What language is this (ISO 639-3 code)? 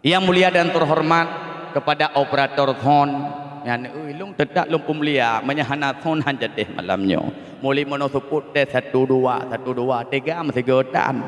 ace